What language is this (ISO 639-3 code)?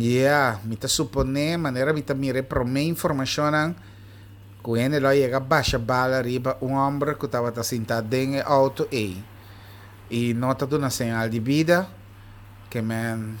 pap